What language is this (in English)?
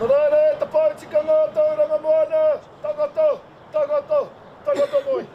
Māori